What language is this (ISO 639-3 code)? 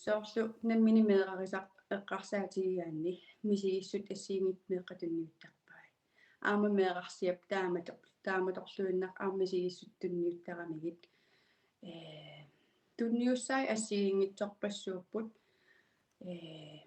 kal